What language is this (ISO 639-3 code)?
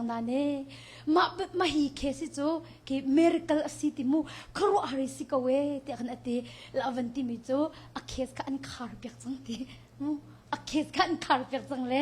cnh